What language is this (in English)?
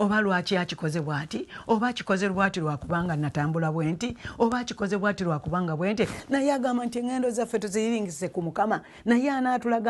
Ganda